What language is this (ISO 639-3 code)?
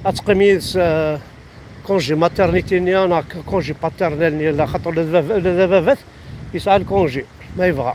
kab